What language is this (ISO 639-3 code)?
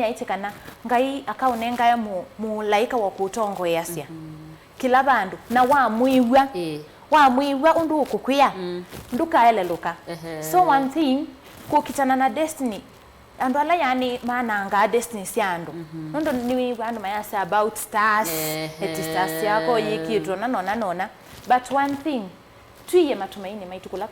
kam